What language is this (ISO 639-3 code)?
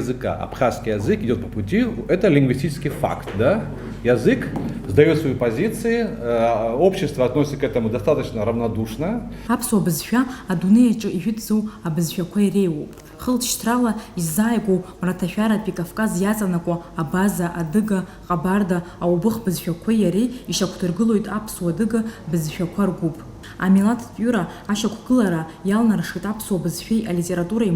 abk